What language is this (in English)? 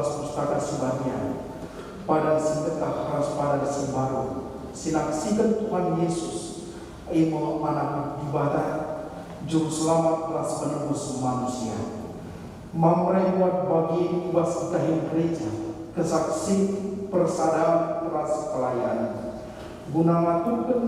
Batak Karo